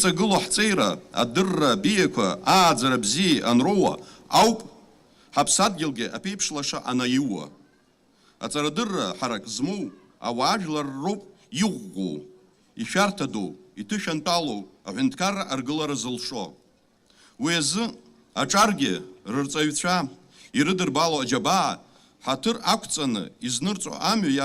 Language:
Abkhazian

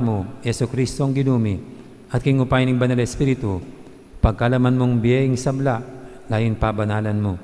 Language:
Pampanga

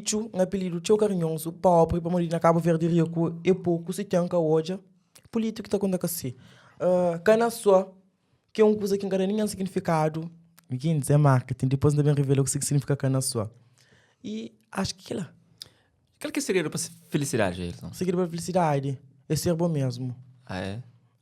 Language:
Kabuverdianu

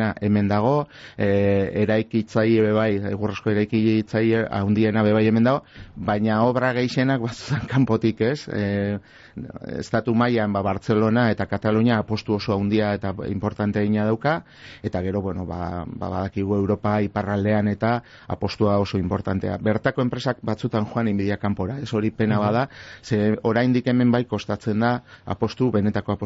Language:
Basque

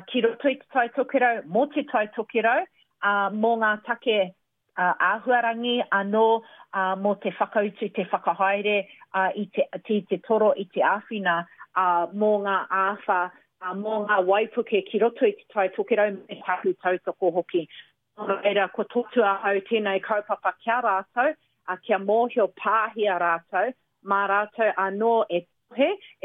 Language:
Māori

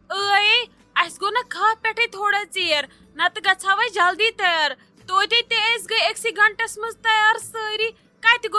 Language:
Kashmiri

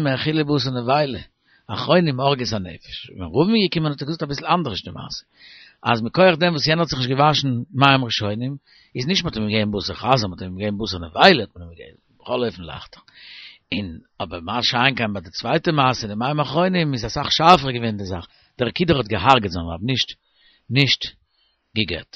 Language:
Yiddish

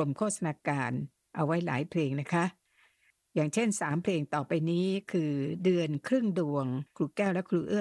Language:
Thai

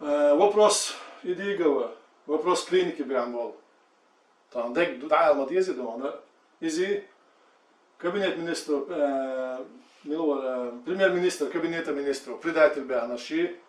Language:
Chechen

